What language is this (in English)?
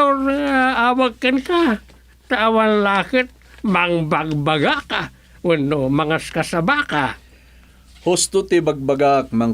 Iloko